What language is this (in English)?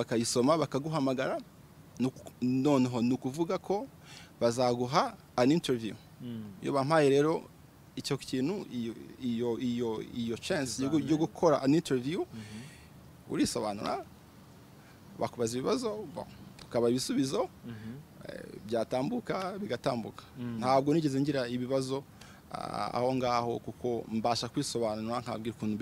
Kinyarwanda